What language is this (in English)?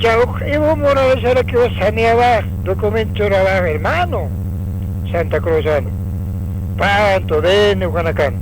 Aymara